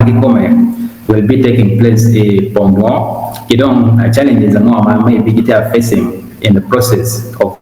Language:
Acoli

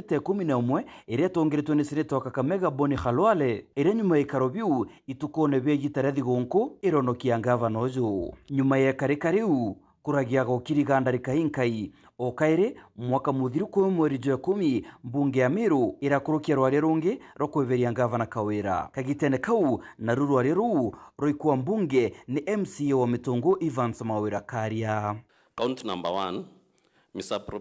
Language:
Meru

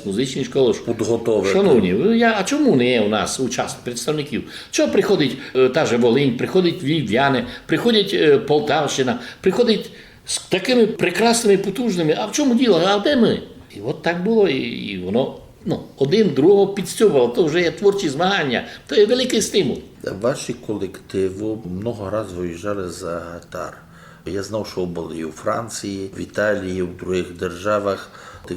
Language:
Rusyn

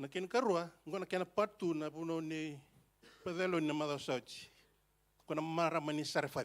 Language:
Fijian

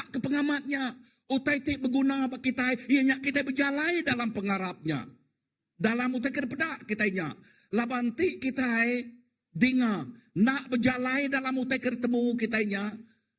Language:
Iban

